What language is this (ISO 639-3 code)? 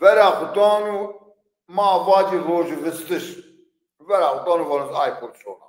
zza